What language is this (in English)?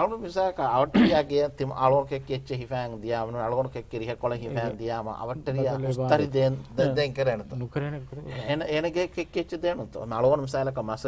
Divehi